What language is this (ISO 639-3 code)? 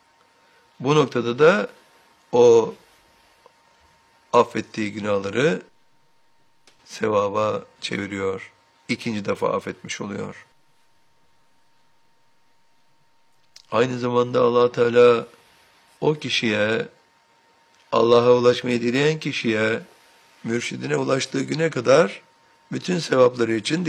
tur